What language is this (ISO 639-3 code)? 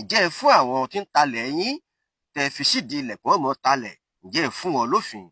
yor